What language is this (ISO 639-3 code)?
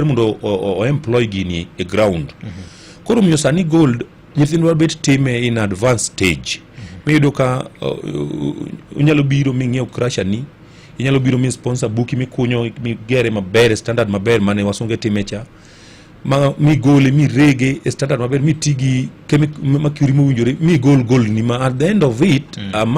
luo